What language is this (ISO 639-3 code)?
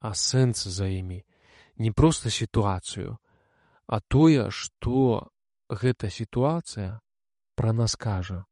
bel